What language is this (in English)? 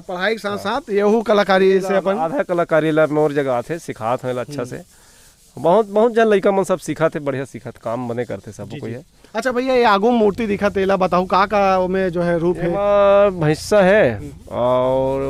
Chhattisgarhi